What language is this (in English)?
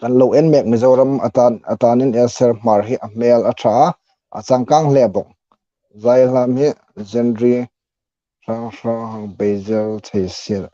Hmar